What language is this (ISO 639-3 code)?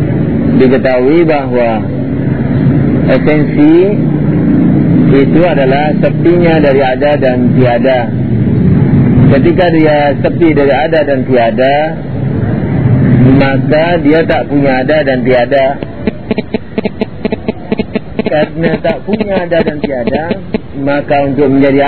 ind